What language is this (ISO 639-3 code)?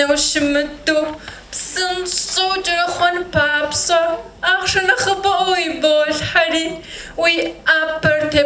kbd